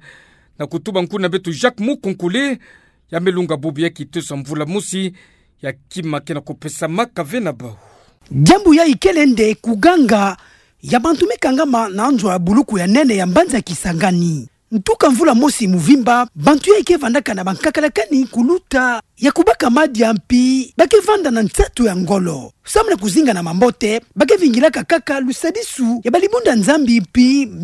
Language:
Kituba (Democratic Republic of Congo)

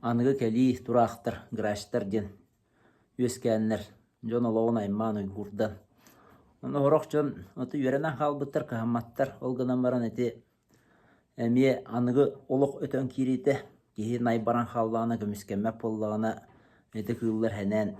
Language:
Yakut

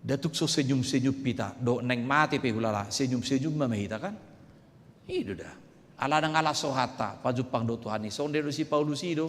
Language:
Batak Toba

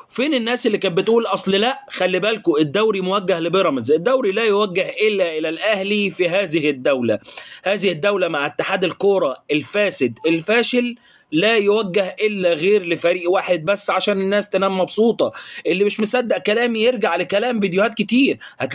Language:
Egyptian Arabic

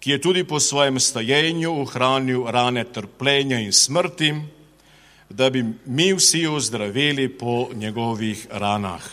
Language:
Slovenian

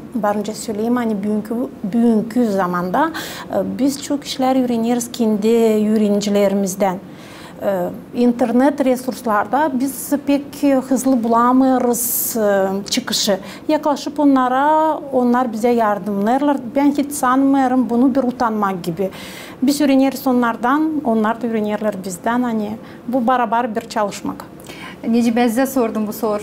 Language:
Gagauz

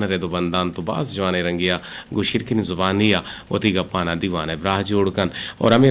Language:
Eastern Balochi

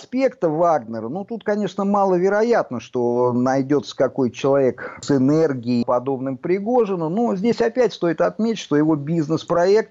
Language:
Russian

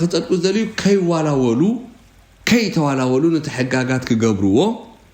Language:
Tigrinya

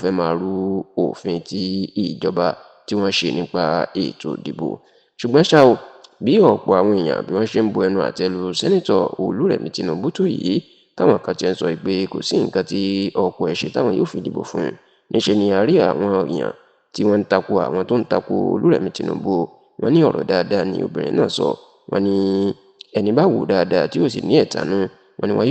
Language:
Yoruba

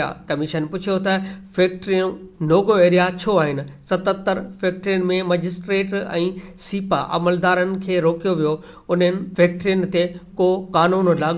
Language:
Sindhi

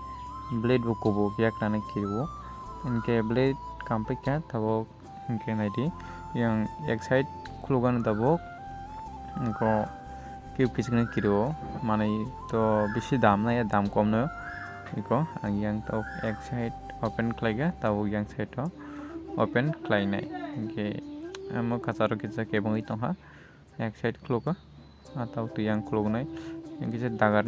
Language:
Kok Borok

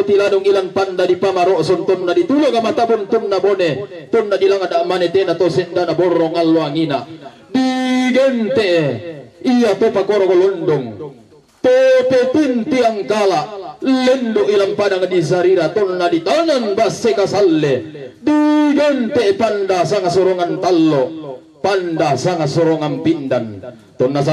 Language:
Toraja-Sa'dan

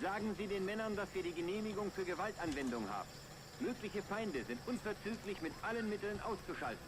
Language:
Bavarian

